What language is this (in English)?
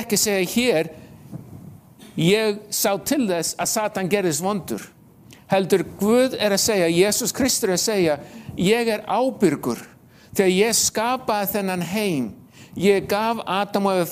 Icelandic